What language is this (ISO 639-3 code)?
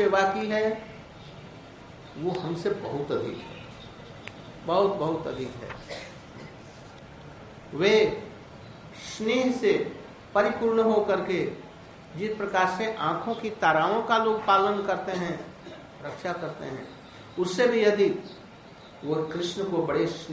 hin